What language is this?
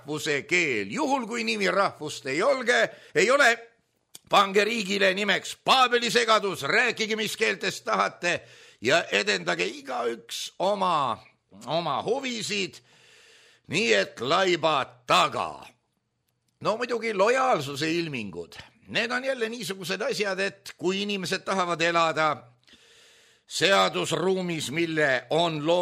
Estonian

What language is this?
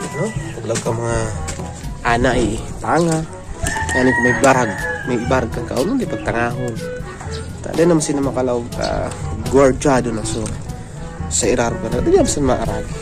Bikol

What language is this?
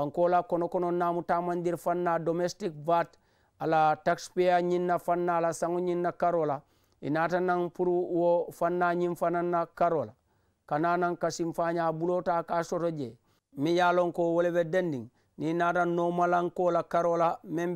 Mandingo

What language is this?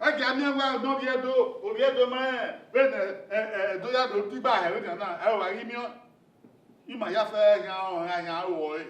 Bini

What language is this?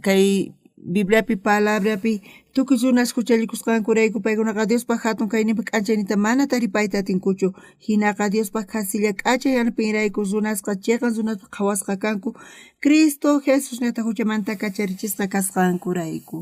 South Bolivian Quechua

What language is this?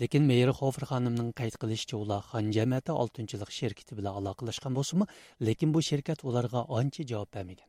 Uyghur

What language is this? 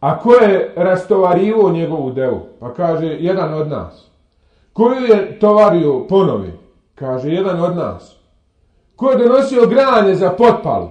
Bosnian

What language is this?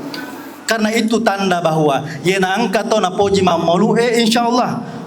Buginese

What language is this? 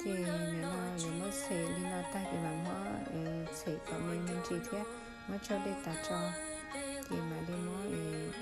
Hmong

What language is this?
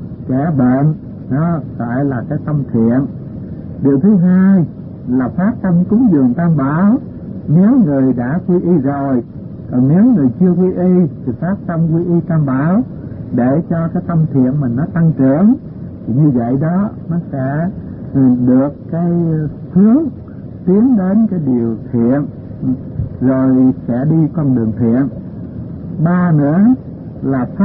Vietnamese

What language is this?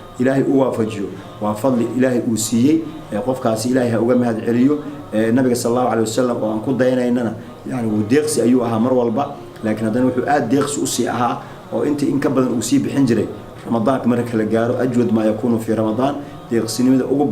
Somali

